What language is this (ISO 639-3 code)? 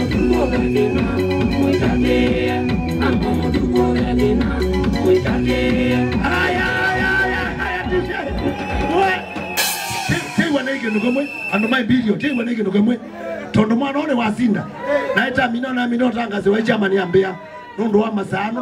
kam